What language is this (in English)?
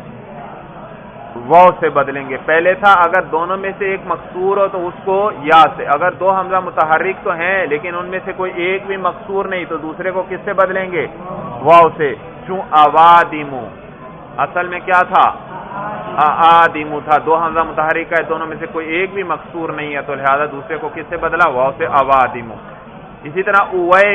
Urdu